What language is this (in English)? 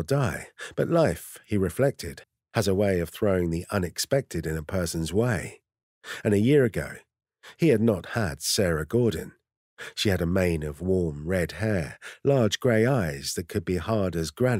English